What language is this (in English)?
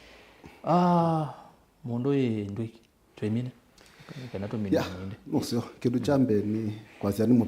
Kamba